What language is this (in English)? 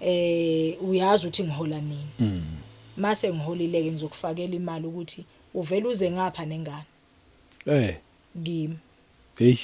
Zulu